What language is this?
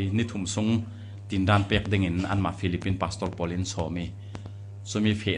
Falam Chin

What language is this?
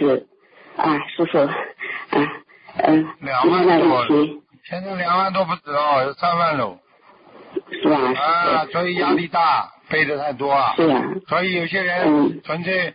Chinese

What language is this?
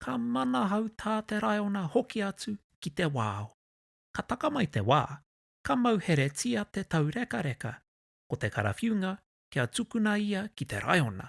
Māori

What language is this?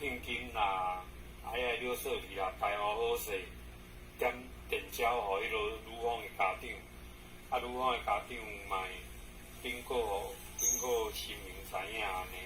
Min Nan Chinese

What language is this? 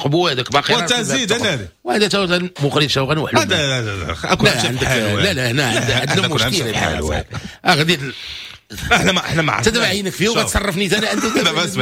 Moroccan Arabic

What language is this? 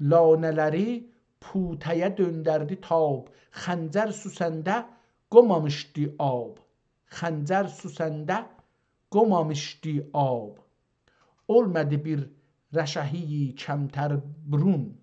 South Azerbaijani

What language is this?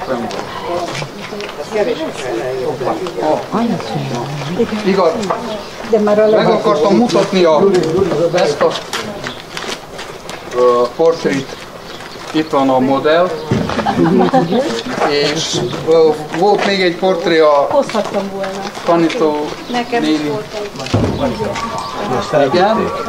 Hungarian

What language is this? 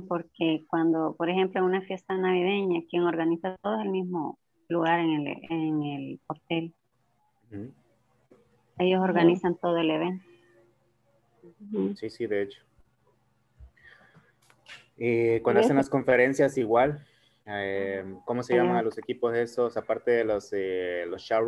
Spanish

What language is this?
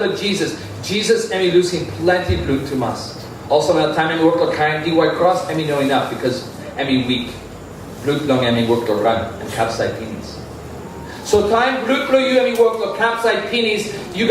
Tok Pisin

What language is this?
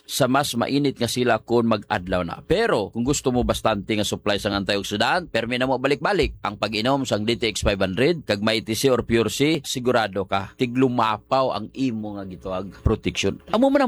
Hiligaynon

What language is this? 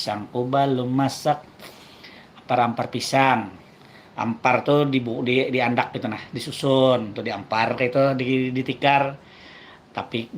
Banjar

